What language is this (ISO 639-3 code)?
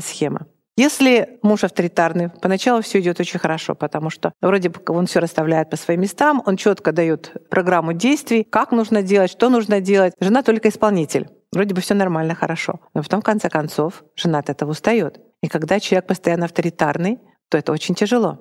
rus